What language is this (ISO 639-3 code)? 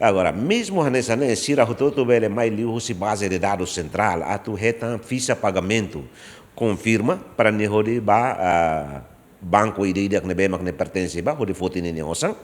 tet